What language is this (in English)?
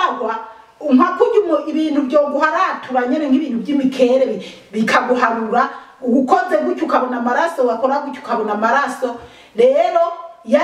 Rundi